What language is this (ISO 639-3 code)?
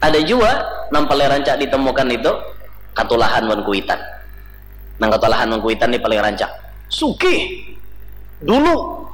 bjn